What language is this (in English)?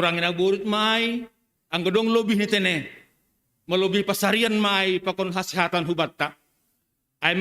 Batak Simalungun